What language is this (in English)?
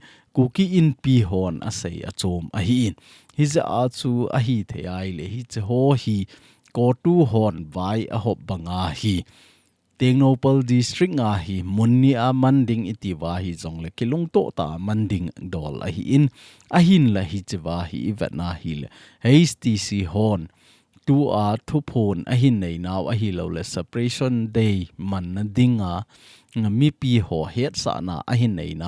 Thado Chin